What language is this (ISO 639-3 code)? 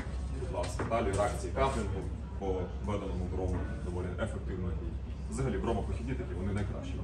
ukr